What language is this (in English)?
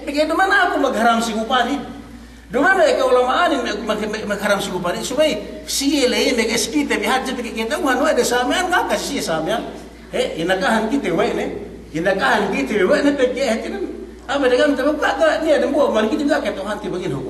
Yakan